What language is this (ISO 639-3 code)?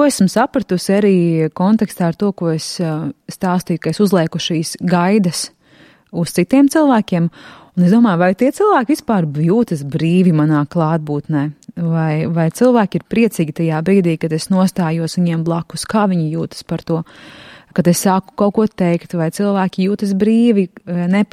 lav